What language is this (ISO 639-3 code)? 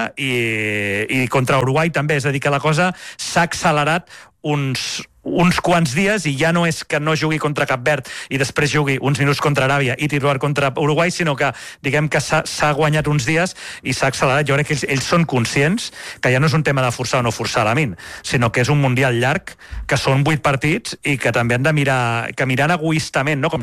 cat